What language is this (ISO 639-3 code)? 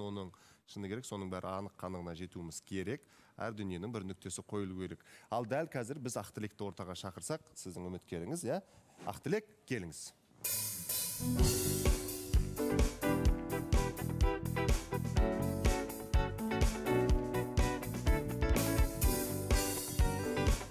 kaz